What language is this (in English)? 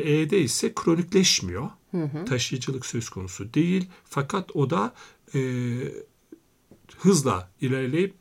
Turkish